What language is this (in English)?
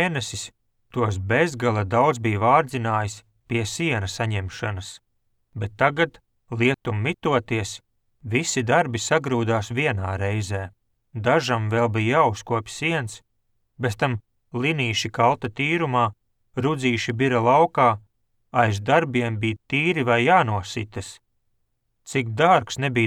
Latvian